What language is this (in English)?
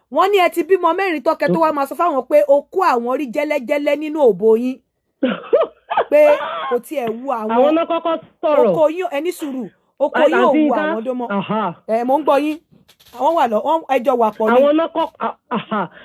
Yoruba